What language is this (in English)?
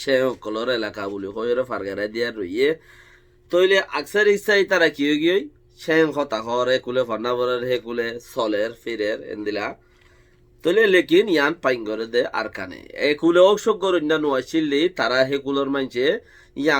Rohingya